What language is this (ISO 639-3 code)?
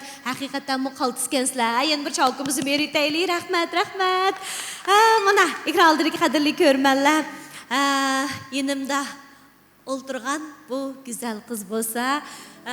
uig